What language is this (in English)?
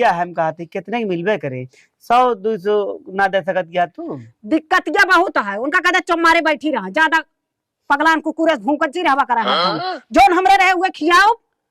Awadhi